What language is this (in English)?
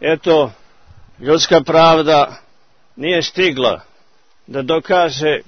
Serbian